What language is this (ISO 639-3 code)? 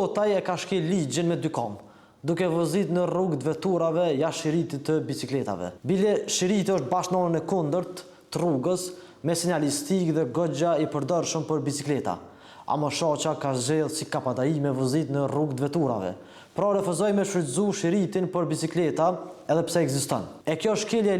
sqi